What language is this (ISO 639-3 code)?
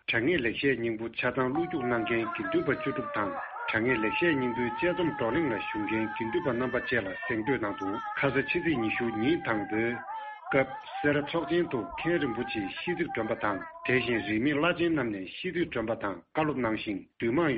bod